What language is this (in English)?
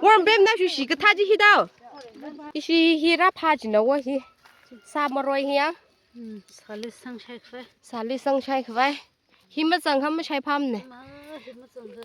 Tangkhul Naga (India)